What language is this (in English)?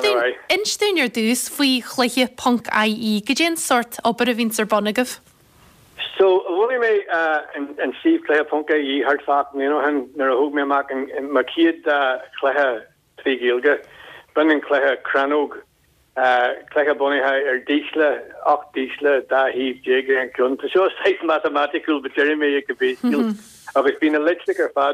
Irish